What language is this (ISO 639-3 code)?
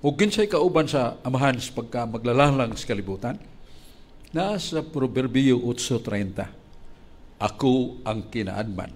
ceb